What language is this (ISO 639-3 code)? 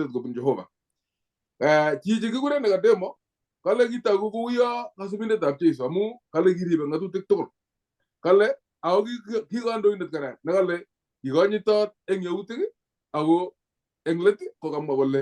kln